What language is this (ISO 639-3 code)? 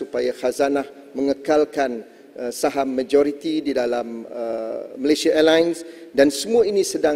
msa